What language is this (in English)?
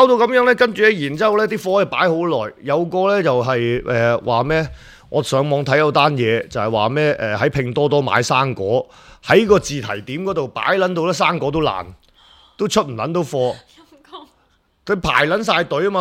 Cantonese